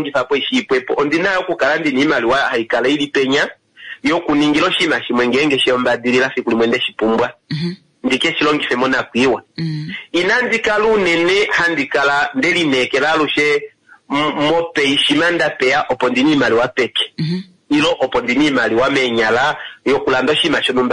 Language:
Kuanyama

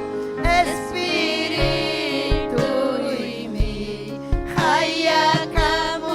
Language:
Ayacucho Quechua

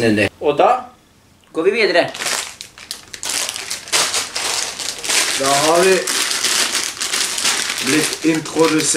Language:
Norwegian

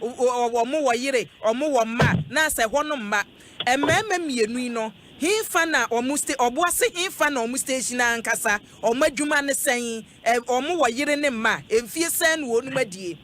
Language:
Akan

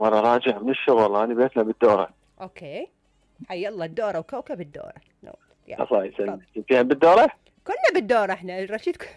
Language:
Mesopotamian Arabic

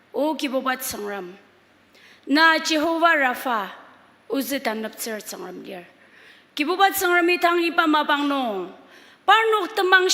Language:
Ao Naga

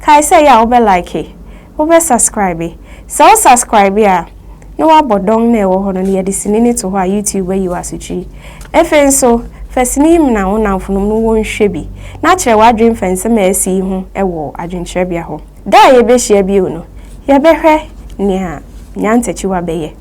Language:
Akan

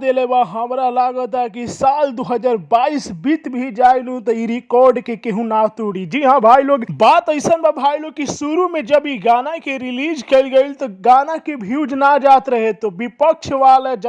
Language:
Bhojpuri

